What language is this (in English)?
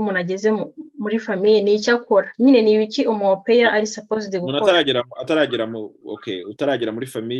Kinyarwanda